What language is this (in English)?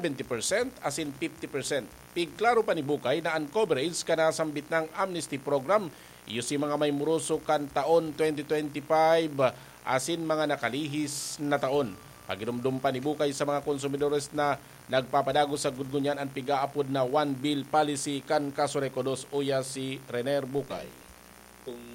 Bikol